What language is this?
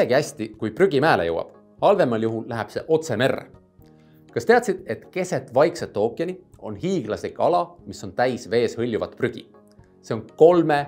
Estonian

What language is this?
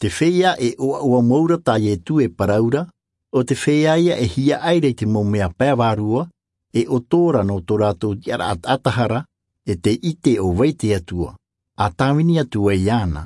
Tahitian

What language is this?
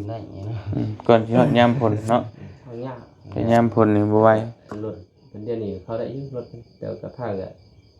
Lao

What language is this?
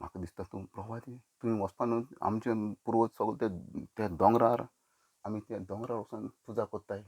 Konkani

